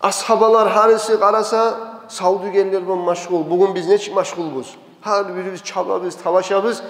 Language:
Kumyk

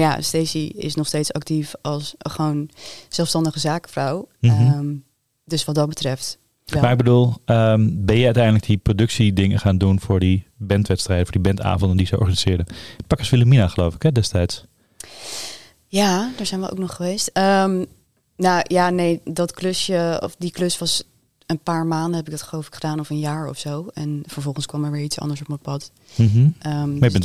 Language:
Dutch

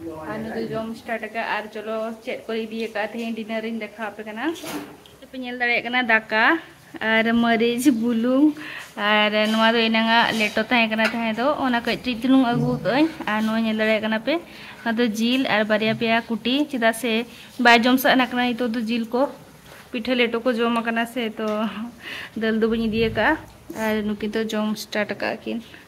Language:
Santali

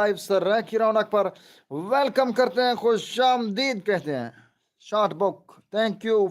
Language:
Saraiki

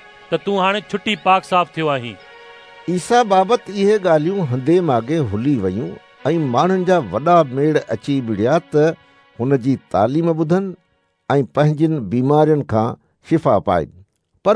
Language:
Sindhi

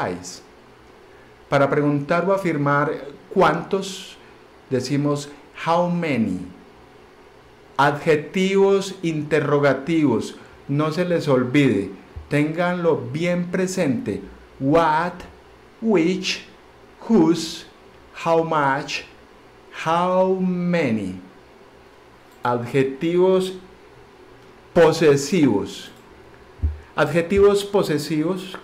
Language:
Spanish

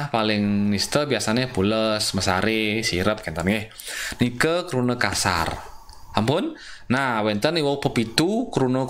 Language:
Balinese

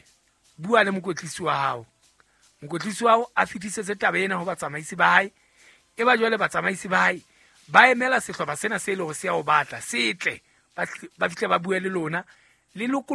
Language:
Southern Sotho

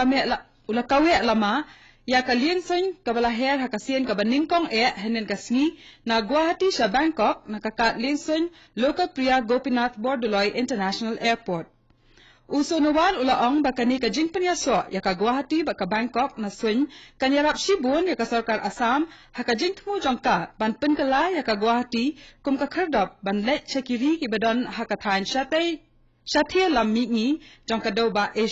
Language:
Khasi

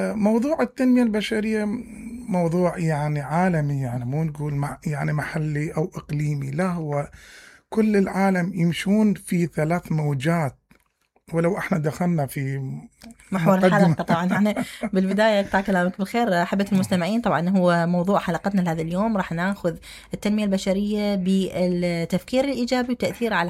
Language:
Mesopotamian Arabic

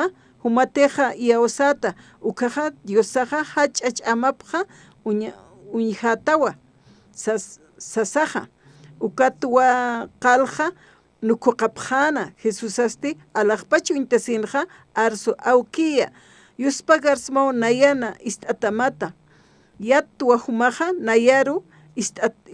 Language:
Aymara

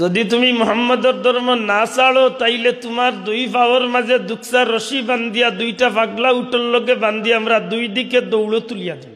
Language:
Sylheti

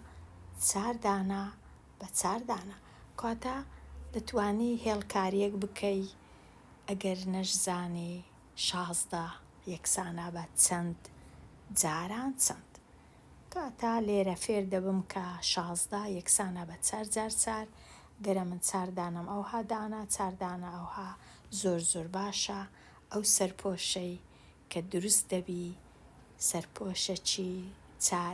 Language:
Central Kurdish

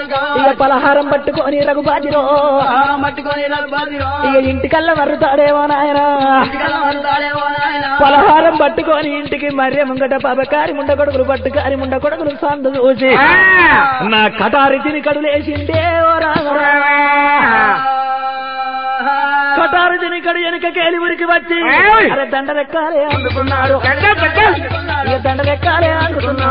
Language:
Telugu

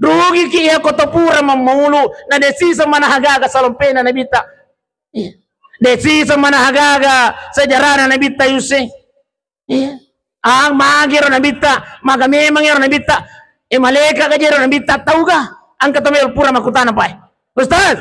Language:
Buginese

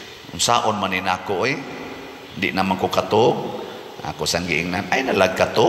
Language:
Cebuano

